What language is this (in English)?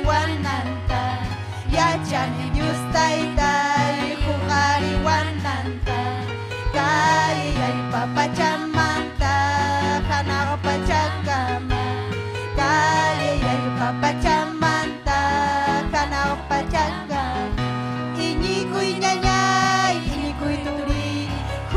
Ayacucho Quechua